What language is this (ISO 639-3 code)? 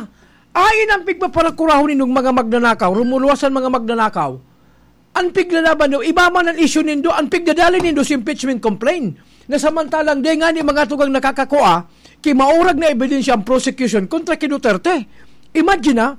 bik